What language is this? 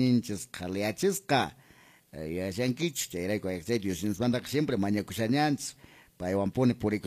Quechua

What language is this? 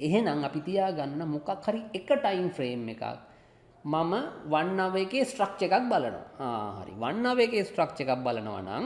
Sinhala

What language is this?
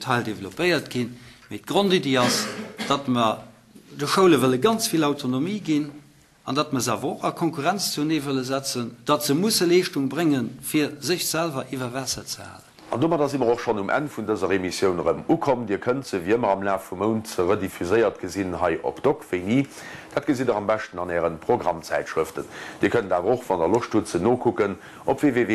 Luxembourgish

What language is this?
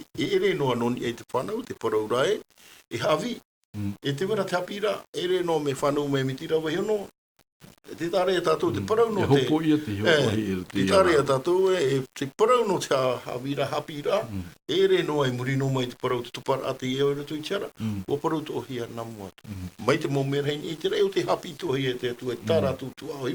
Tahitian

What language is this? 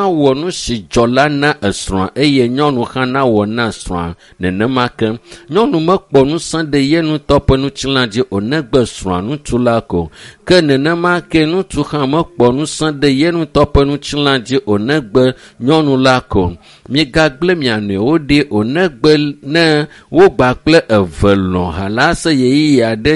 Ewe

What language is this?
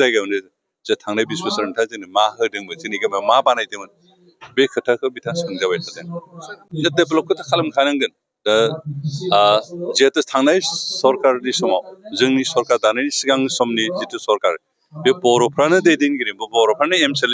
Bodo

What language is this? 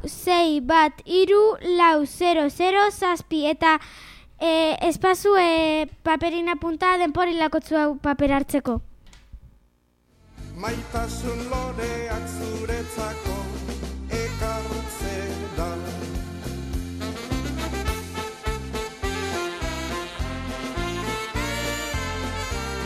Basque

